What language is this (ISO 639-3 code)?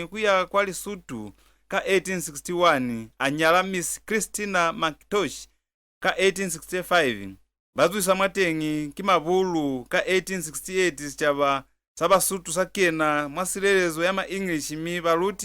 loz